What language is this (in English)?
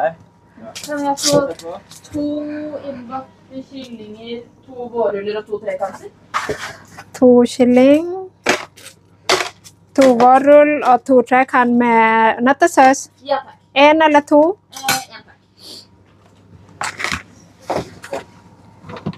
Norwegian